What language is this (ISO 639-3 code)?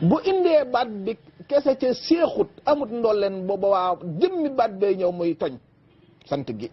wol